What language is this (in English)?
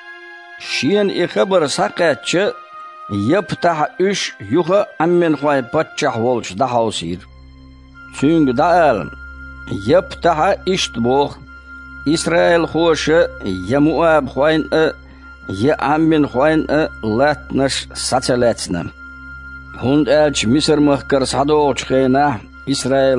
Chechen